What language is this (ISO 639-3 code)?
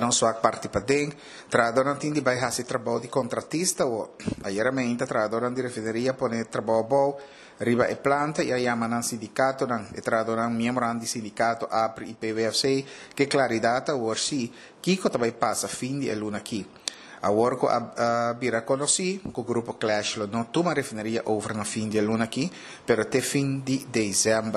pap